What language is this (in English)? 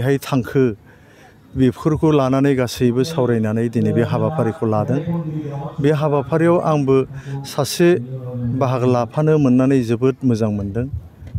Bodo